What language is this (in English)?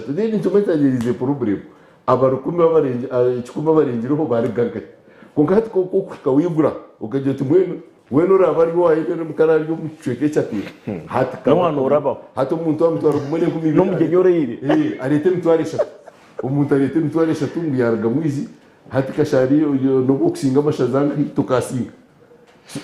Nyankole